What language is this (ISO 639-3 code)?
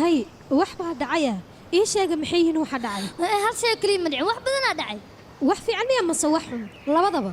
som